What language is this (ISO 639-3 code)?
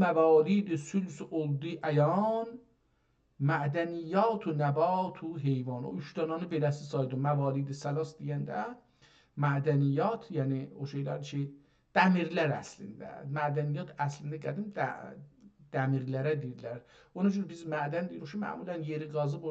azb